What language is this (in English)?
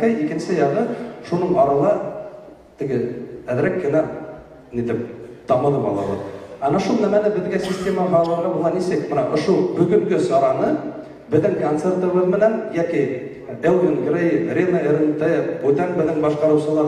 Bashkir